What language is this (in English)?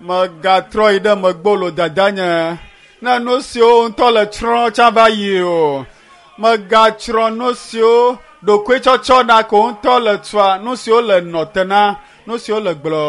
Ewe